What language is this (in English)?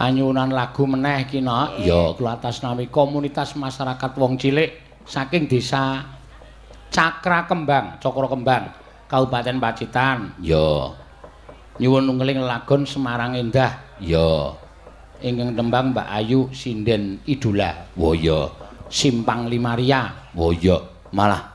Javanese